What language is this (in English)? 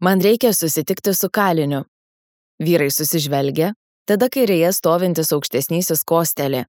Lithuanian